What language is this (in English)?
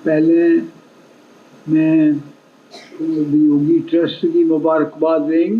Dogri